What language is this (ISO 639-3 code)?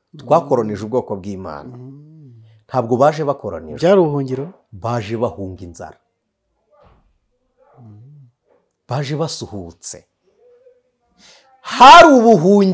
kin